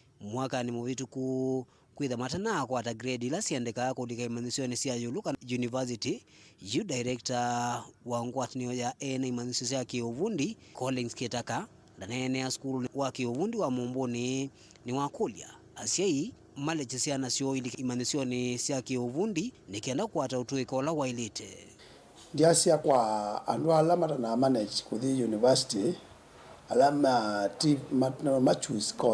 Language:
Kamba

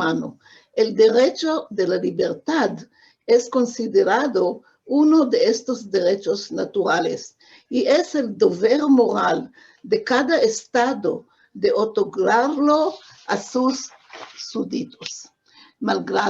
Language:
Ladino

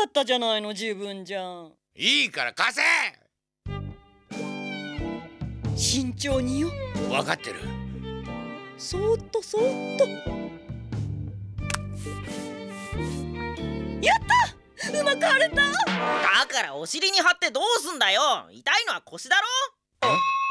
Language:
Japanese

